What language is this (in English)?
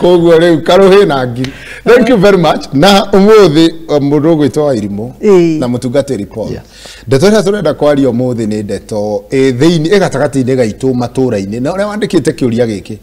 Kikuyu